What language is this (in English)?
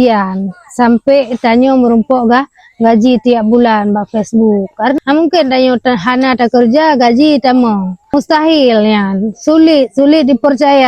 Achinese